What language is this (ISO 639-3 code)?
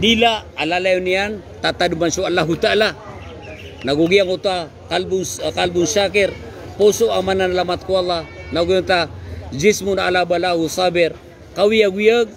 mrw